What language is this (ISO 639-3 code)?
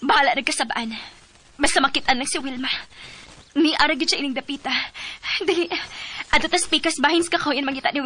ceb